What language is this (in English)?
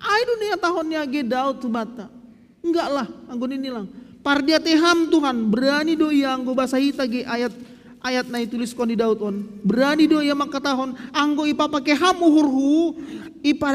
Batak Simalungun